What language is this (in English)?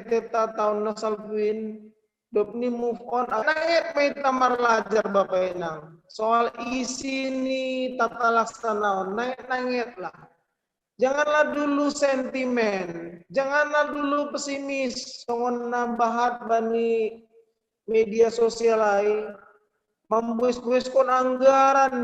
Batak Simalungun